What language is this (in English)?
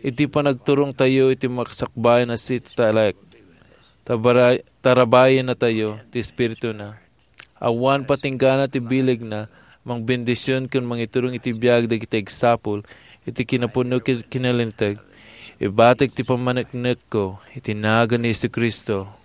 Iloko